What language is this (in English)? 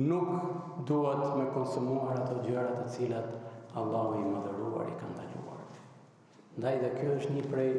Albanian